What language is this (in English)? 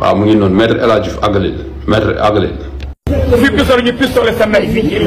Wolof